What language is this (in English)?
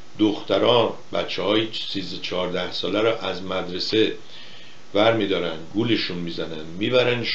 Persian